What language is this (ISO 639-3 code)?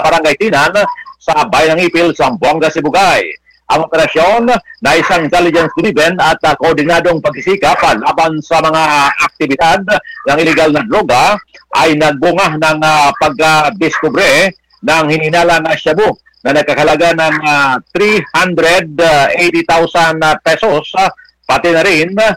fil